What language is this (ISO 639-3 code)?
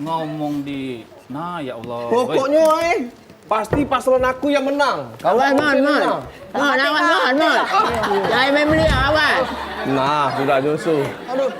mui